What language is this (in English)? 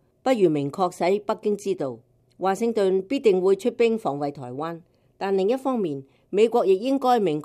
Cantonese